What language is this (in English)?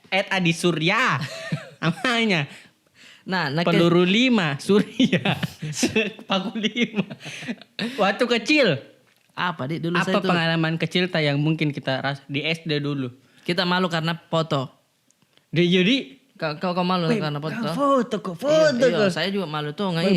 Makassar Malay